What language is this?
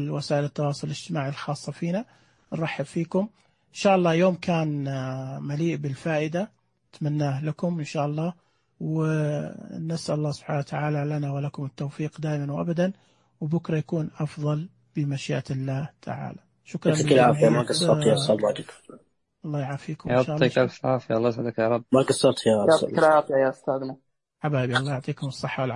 Najdi Arabic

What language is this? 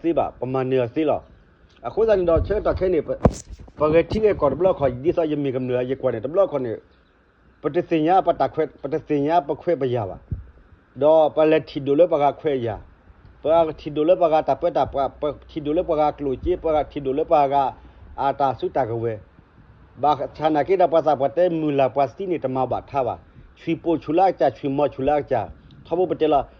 S'gaw Karen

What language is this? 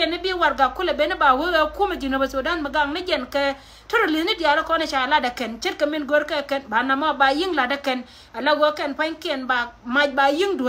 Nuer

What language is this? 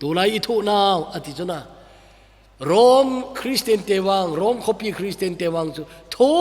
Thado Chin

